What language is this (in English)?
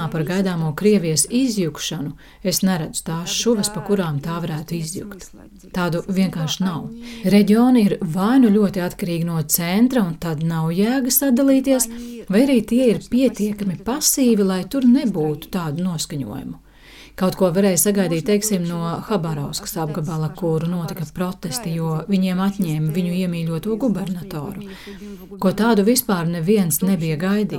Latvian